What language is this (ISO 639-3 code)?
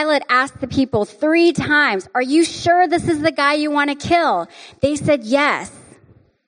eng